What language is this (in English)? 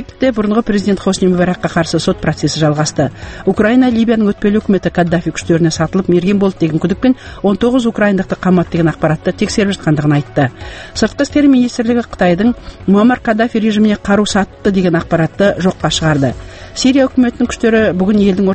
Kazakh